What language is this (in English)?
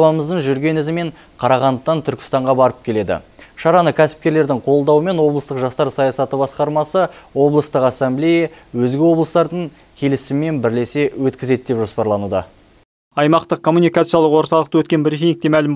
Kazakh